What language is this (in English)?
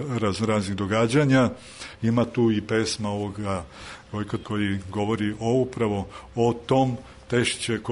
Serbian